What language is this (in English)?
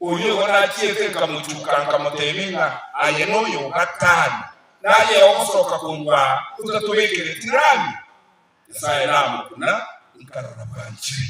Gusii